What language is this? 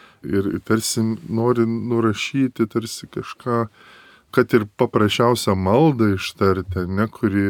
Lithuanian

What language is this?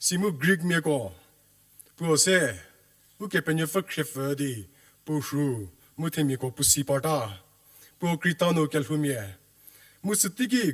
Angami Naga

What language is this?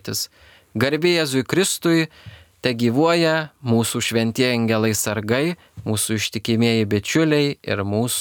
Lithuanian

